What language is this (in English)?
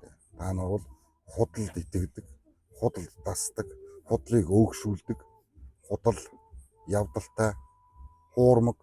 Mongolian